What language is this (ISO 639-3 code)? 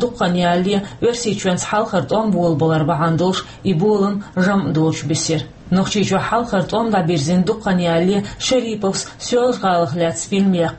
che